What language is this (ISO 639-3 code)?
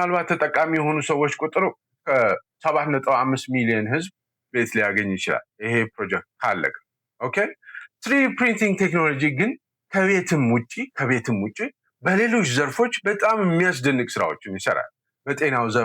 amh